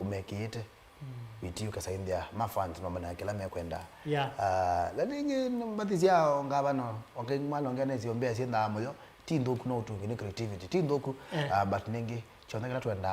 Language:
Kamba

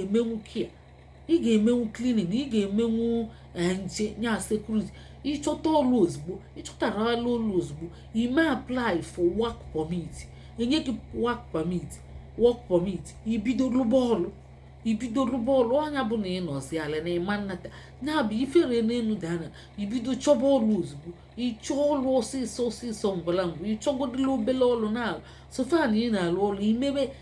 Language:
Igbo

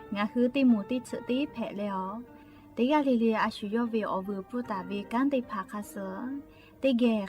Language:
Lahu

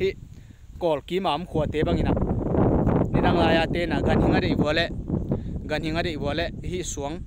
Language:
Tedim Chin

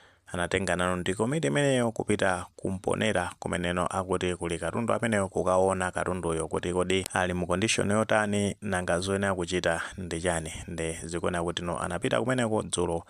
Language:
Nyanja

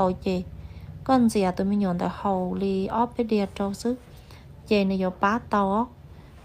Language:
Hmong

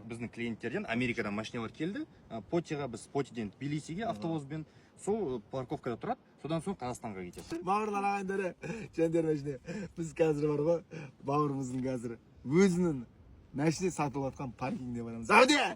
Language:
Kazakh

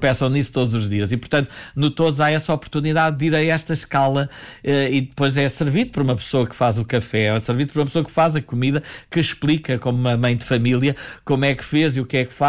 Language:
Portuguese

